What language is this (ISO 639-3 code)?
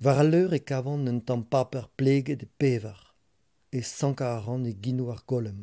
bre